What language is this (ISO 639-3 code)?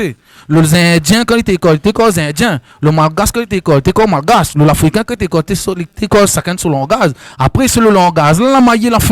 rcf